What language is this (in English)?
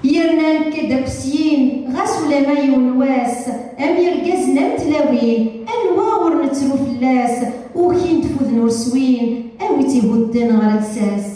Kabyle